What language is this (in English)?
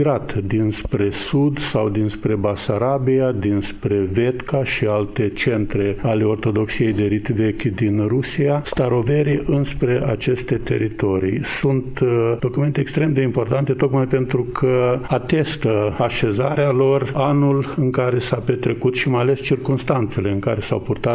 Romanian